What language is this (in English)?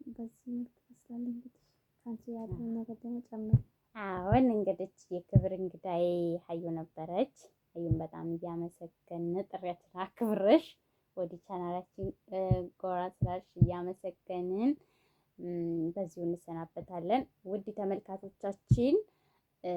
Amharic